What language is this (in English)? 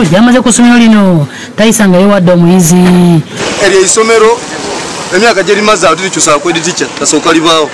Ganda